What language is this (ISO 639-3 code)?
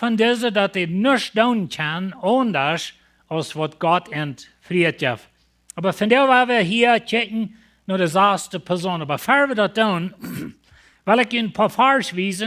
pdt